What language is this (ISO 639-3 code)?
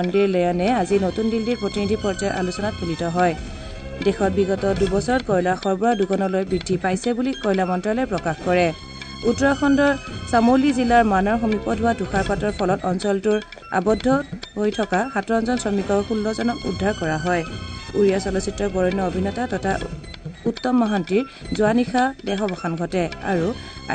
asm